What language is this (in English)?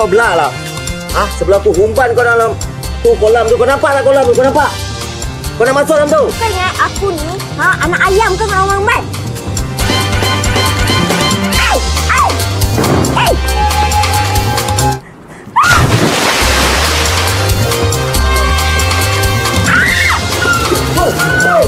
Malay